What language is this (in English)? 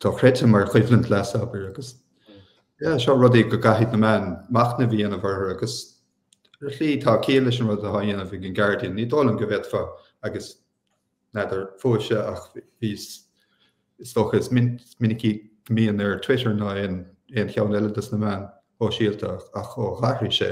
Irish